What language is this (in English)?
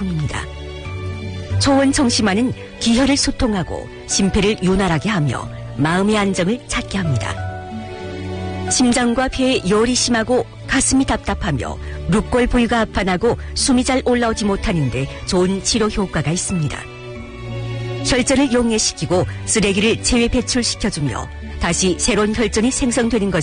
Korean